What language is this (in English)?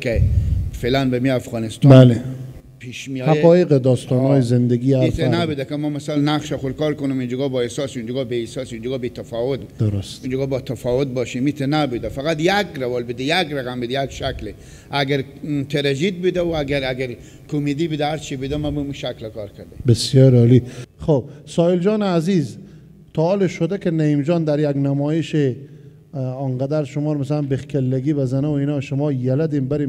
Persian